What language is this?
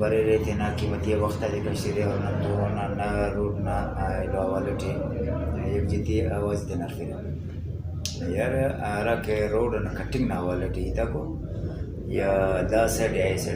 Brahui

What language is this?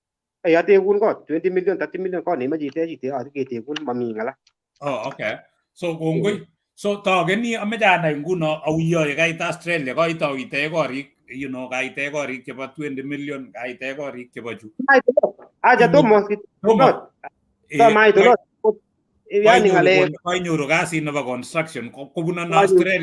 Kalenjin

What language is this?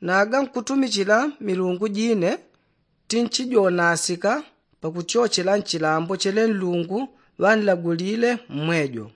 Yao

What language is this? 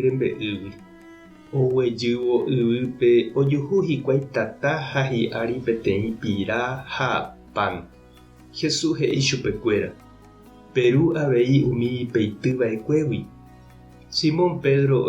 Guarani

